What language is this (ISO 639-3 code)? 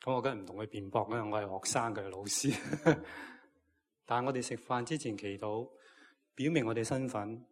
yue